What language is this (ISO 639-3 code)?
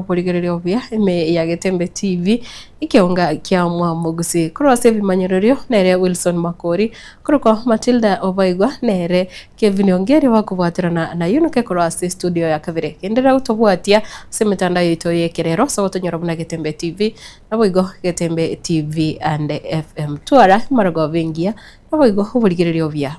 guz